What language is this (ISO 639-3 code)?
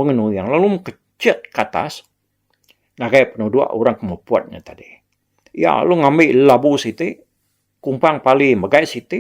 iba